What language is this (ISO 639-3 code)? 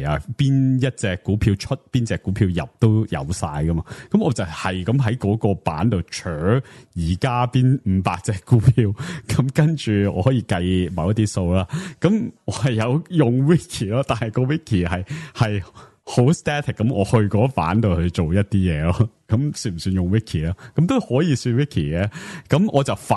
yue